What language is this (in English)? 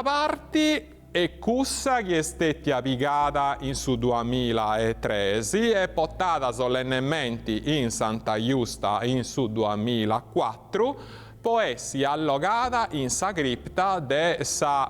Sardinian